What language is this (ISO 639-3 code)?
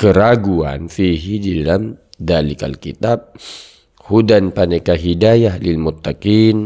mad